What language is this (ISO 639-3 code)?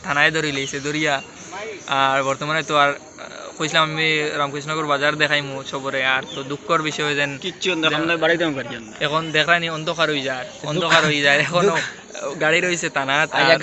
syl